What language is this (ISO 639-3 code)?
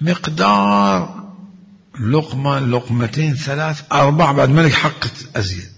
acm